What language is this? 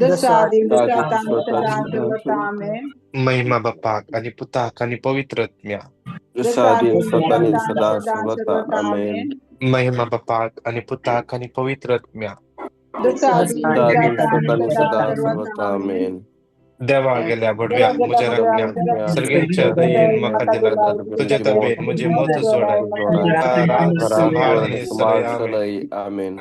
Konkani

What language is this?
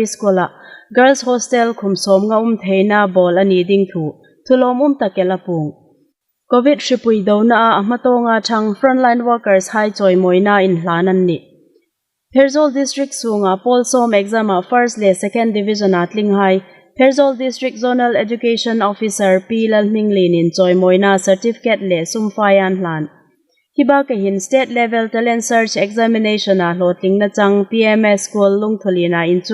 Hmar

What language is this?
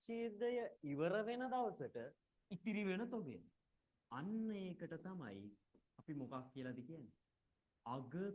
Sinhala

